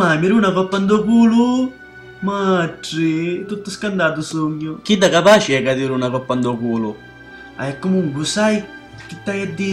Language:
Sicilian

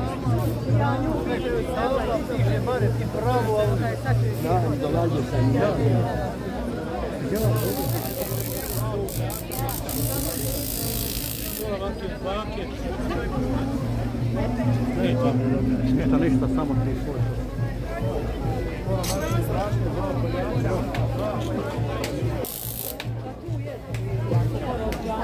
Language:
Croatian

